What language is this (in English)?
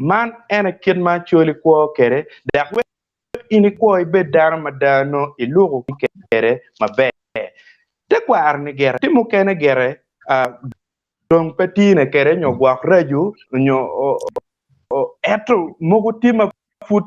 Acoli